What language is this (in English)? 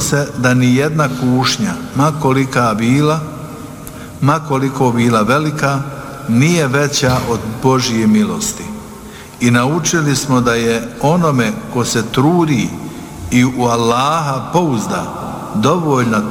Bosnian